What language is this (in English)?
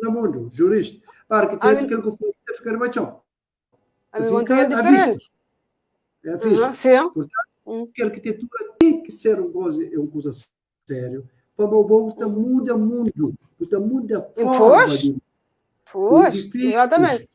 Kabuverdianu